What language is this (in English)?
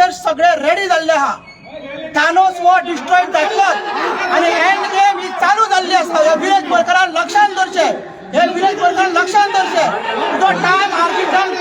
Konkani